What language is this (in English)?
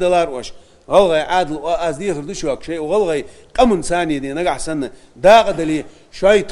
Ingush